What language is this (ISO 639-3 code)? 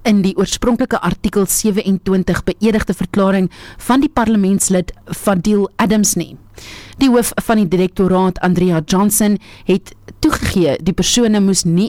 afr